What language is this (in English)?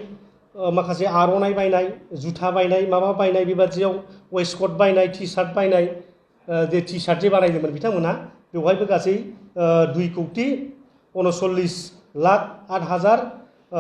Bodo